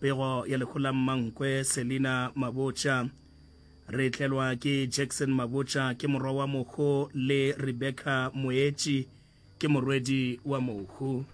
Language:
Northern Sotho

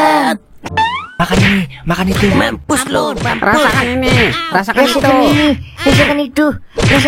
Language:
Betawi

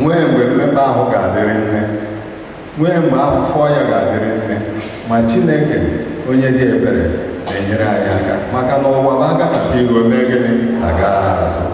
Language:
Igbo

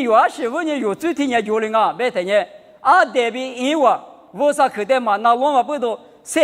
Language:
Lisu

